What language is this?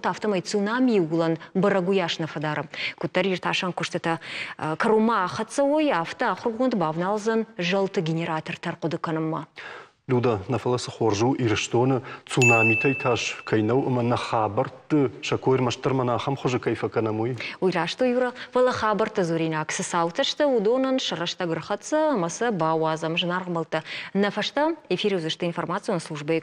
Ossetic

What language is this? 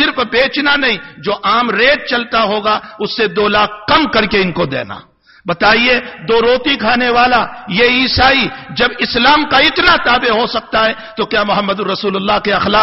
Urdu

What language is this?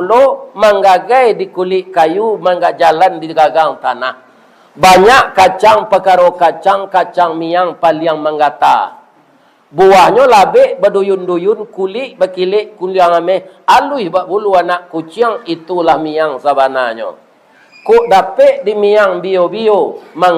Minangkabau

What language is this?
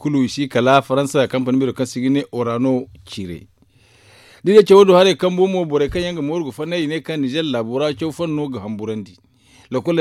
Zarma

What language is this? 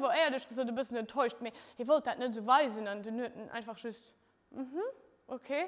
Luxembourgish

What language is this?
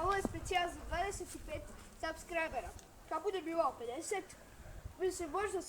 Bosnian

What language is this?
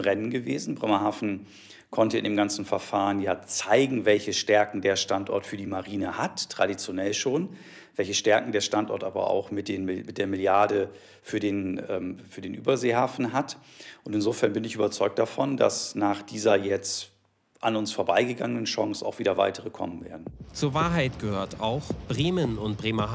German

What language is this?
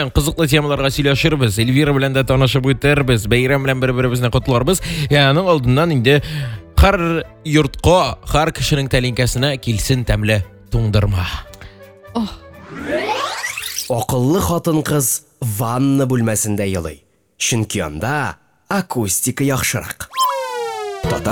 Tatar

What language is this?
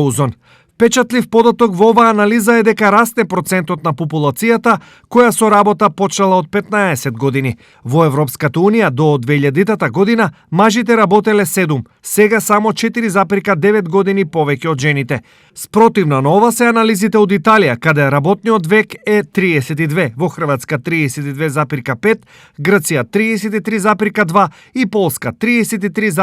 Macedonian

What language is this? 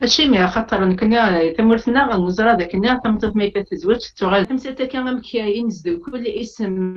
Kabyle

